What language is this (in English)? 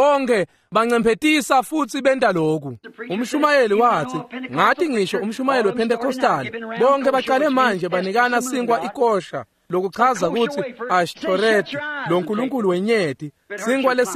Swati